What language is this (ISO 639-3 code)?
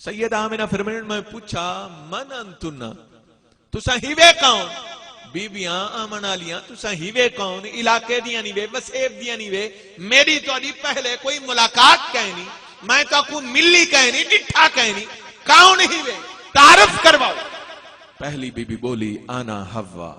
skr